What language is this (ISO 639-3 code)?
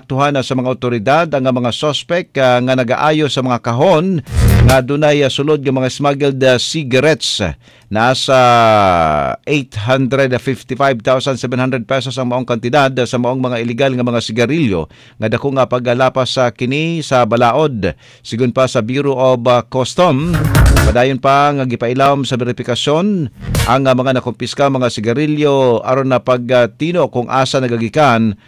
ceb